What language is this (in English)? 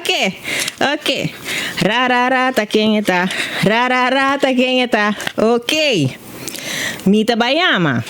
Papiamento